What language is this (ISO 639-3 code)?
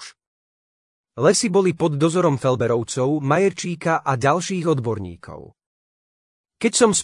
slk